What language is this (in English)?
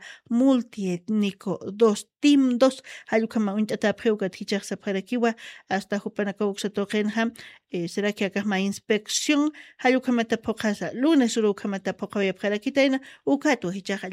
Aymara